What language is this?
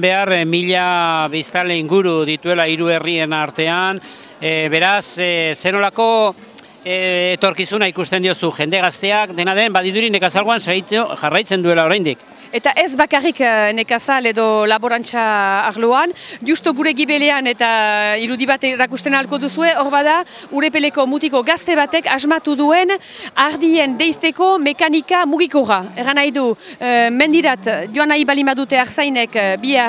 Basque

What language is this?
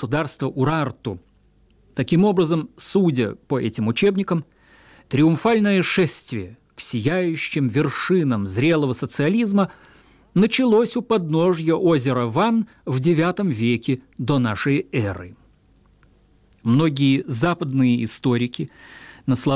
Russian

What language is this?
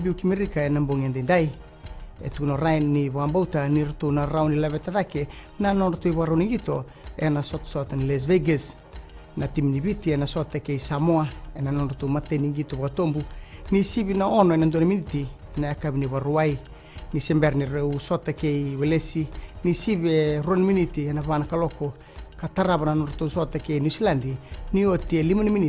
Fijian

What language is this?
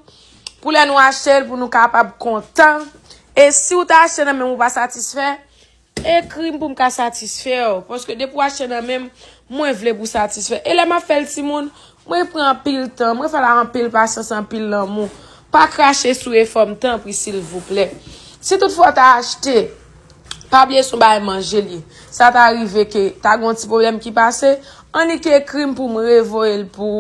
Haitian Creole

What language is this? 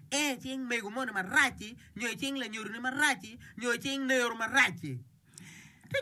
Acoli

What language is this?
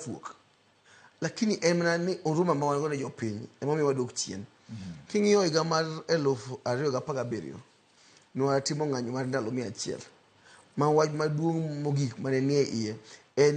Luo (Kenya and Tanzania)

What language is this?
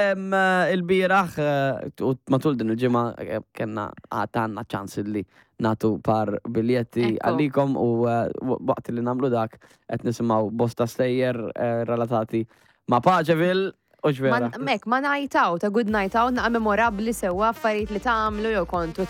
Maltese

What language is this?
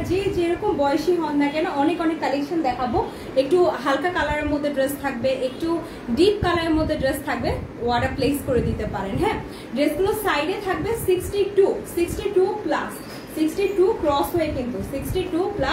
Bangla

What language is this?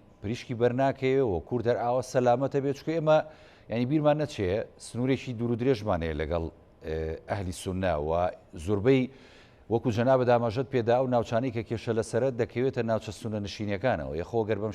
Central Kurdish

